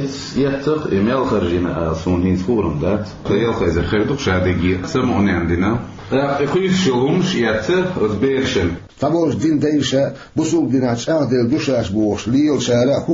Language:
Chechen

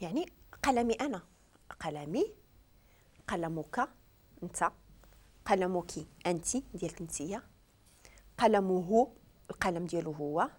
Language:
Moroccan Arabic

